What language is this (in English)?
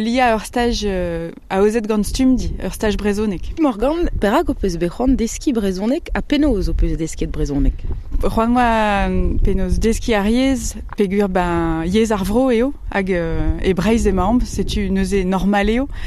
Breton